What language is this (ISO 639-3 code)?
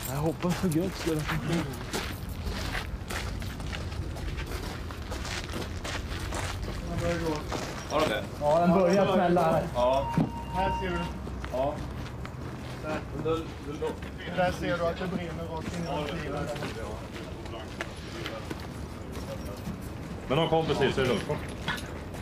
swe